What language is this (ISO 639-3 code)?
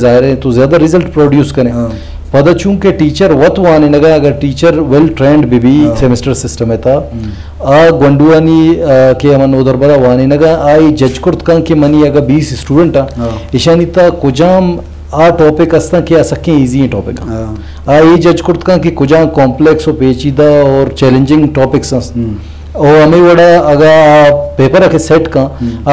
bgp